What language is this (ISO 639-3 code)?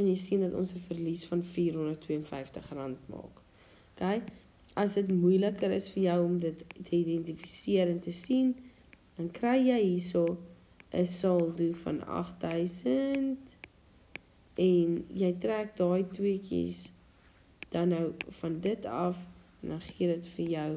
afr